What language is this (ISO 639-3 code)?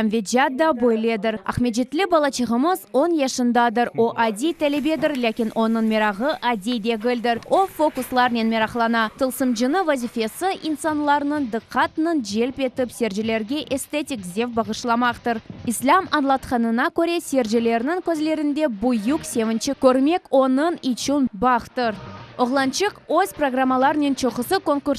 crh